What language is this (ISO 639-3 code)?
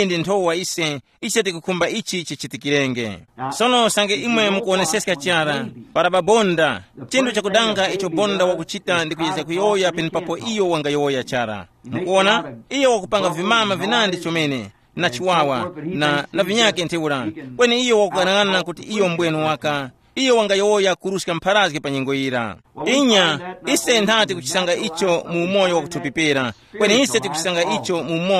tum